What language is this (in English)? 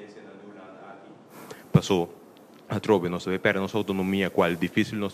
Papiamento